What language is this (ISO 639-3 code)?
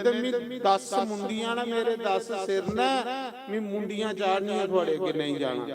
doi